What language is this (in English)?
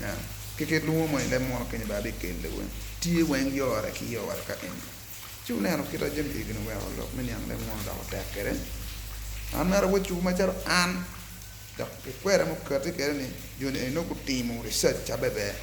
Acoli